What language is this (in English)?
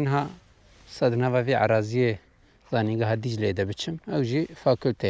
Kurdish